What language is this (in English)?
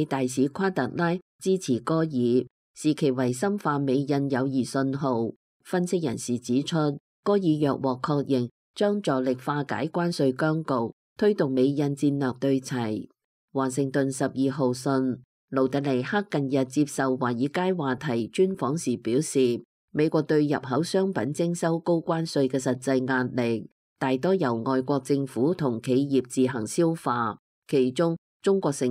Cantonese